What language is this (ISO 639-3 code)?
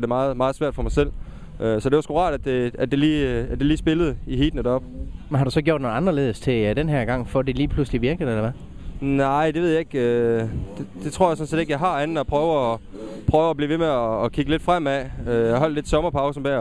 dan